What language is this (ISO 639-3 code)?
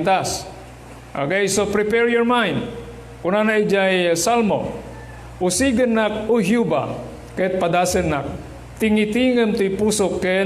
ilo